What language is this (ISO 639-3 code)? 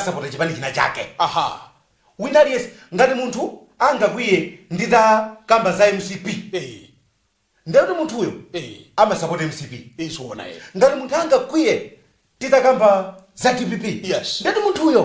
nya